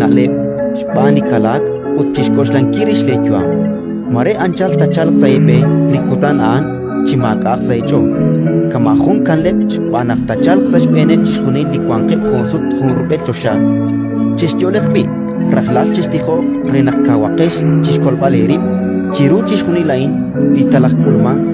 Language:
Kekchí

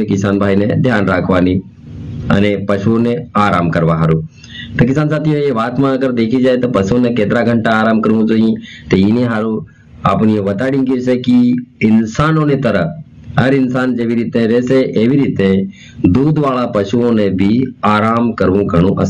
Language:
Gujarati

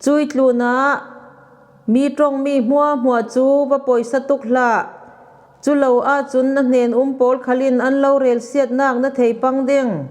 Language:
Falam Chin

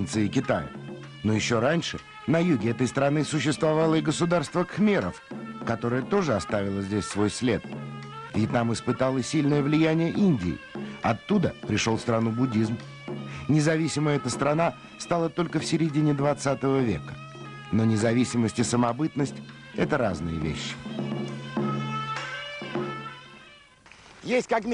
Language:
Russian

